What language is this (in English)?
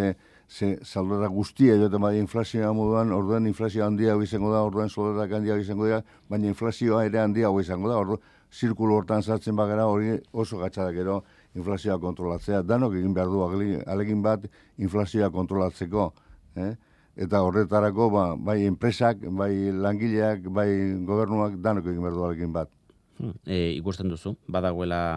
Basque